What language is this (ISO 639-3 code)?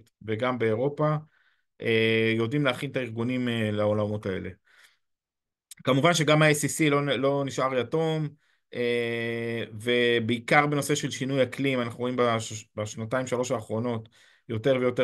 heb